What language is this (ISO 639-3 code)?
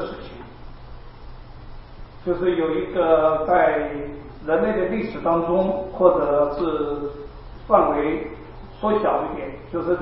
zho